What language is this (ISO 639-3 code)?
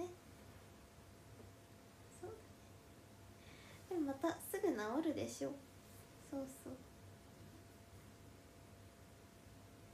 jpn